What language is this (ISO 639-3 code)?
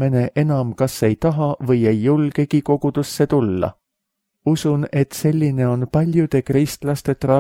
est